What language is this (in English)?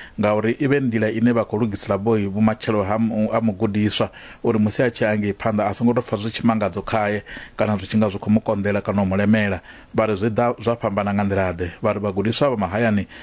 Venda